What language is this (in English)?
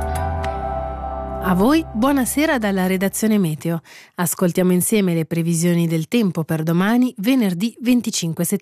Italian